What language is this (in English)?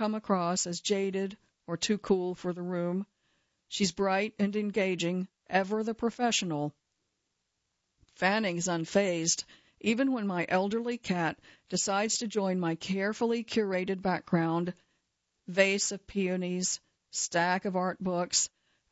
English